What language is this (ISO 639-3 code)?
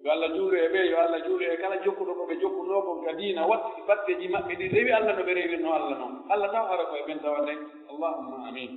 fuf